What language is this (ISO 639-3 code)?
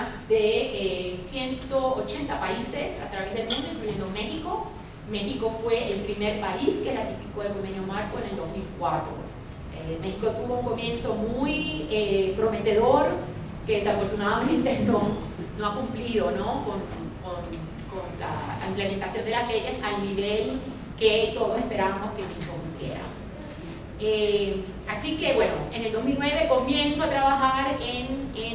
spa